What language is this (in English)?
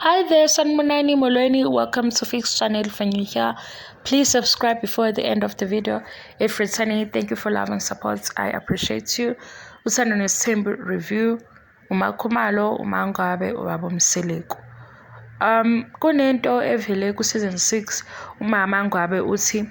Zulu